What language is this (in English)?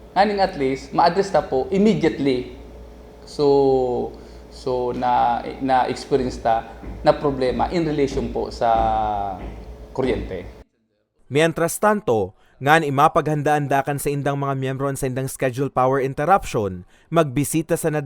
Bikol